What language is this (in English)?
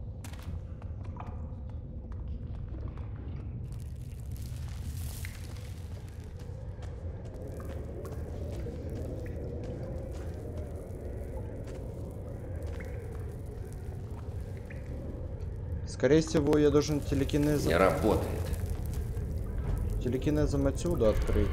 Russian